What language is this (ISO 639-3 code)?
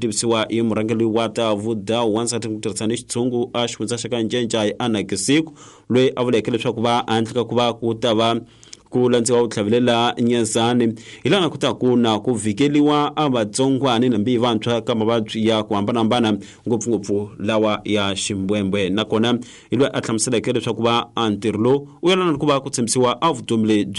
tso